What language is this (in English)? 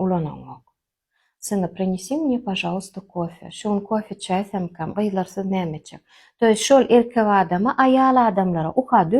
Turkmen